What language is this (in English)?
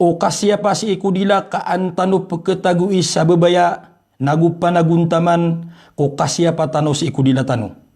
Maranao